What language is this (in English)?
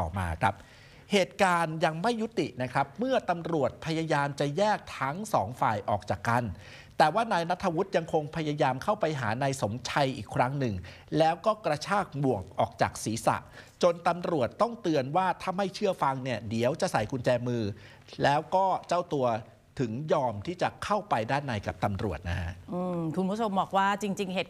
Thai